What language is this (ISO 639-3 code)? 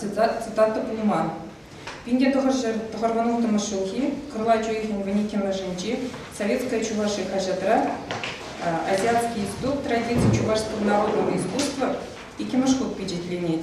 chv